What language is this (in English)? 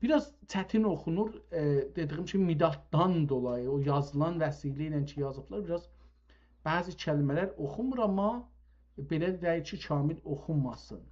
South Azerbaijani